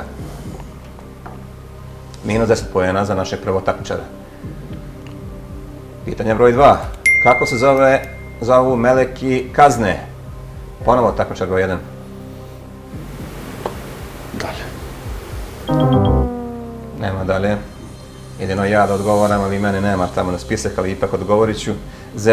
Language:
Bosnian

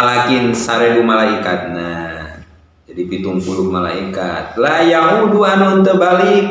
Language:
Sundanese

